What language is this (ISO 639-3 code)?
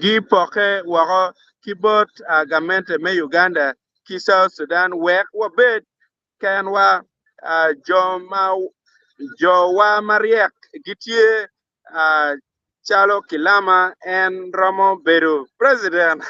ach